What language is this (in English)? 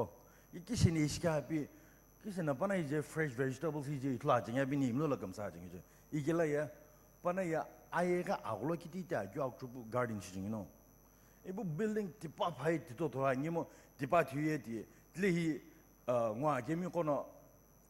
Sumi Naga